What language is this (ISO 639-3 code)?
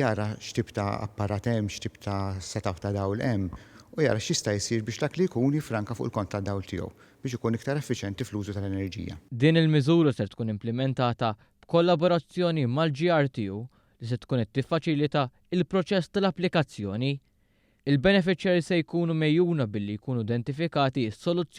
mlt